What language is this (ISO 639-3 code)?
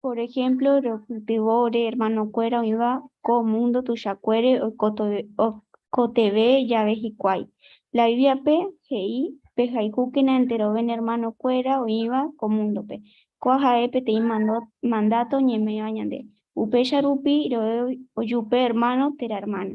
grn